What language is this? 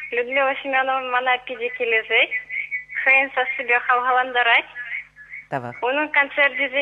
Chuvash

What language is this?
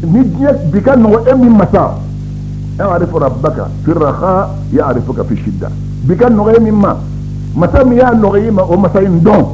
Bambara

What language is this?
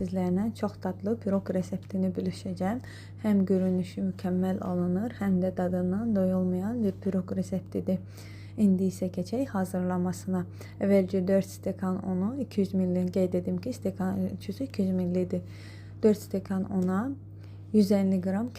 Azerbaijani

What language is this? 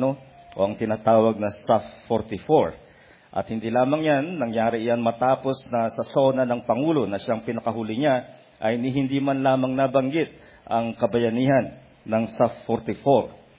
Filipino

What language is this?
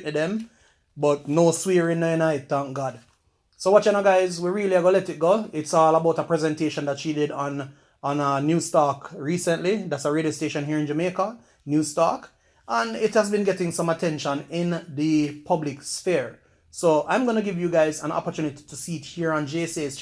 Jamaican Creole English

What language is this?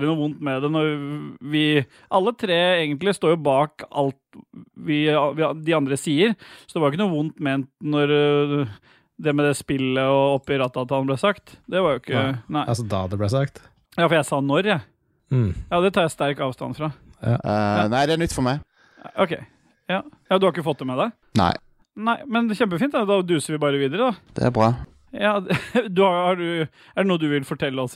Norwegian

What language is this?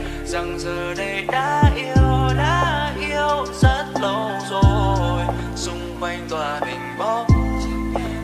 Vietnamese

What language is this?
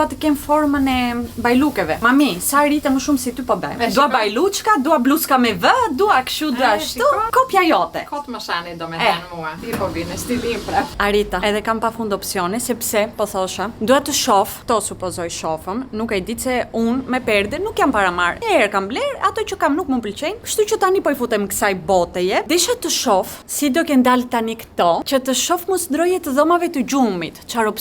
Albanian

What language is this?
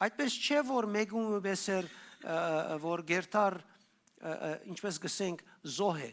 Western Armenian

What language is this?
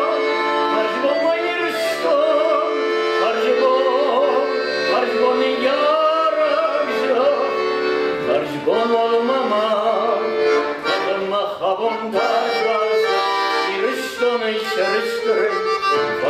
Ossetic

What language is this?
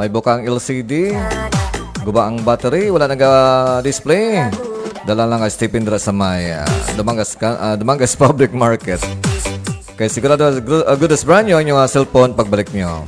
Hiligaynon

